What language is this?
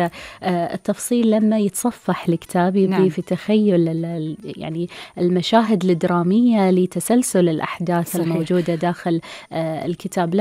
Gulf Arabic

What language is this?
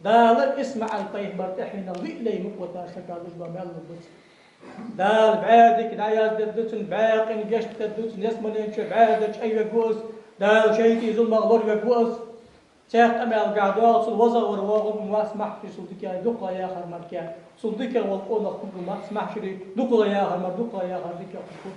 Ingush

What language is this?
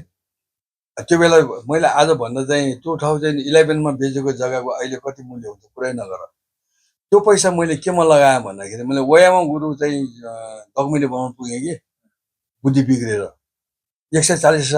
Nepali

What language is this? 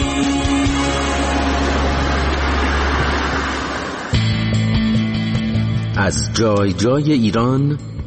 Persian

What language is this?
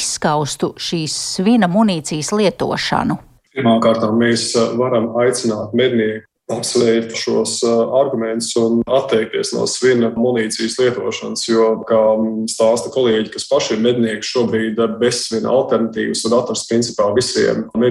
Latvian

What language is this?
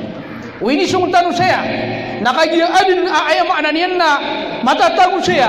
Maranao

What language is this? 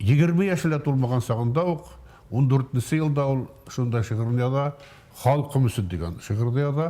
Bashkir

